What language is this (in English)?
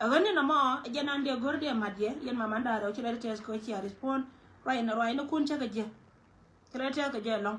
Nuer